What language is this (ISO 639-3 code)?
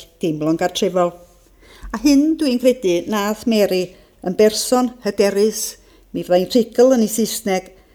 cym